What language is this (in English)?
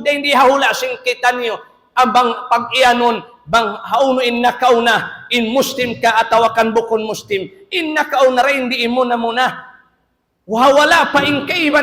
Tausug